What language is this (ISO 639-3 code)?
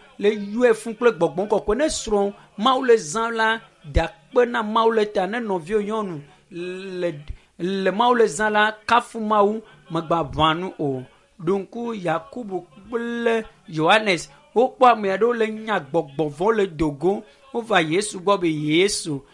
ewe